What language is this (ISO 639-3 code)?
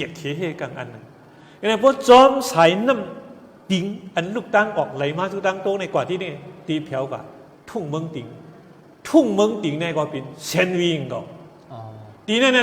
shn